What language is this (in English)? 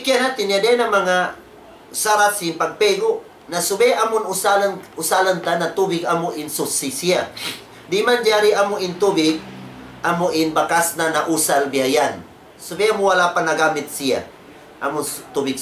Tausug